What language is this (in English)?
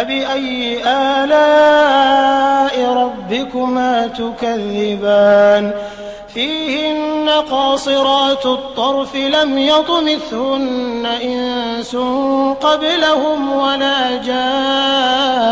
Arabic